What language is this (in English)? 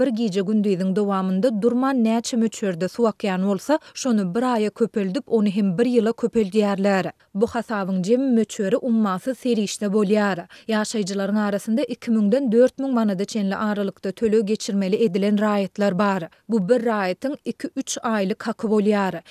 Turkmen